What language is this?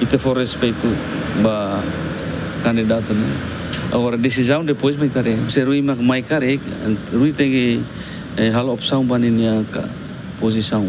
Tetum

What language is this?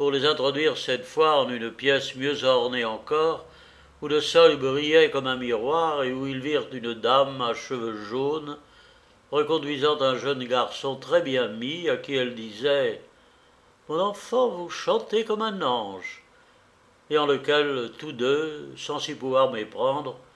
French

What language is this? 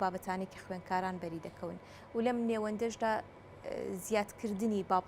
Central Kurdish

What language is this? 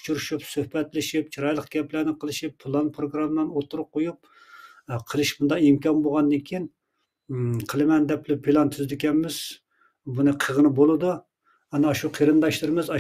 Uyghur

